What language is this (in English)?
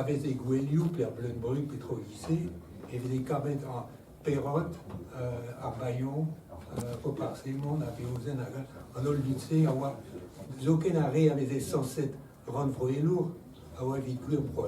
Breton